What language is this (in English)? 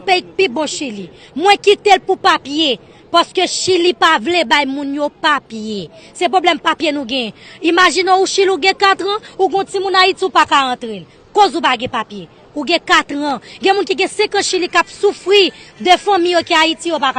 Haitian Creole